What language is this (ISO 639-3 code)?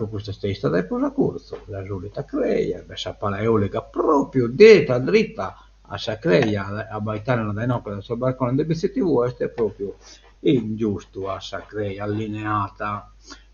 srd